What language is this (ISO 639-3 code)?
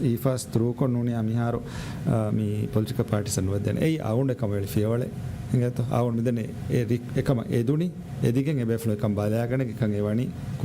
div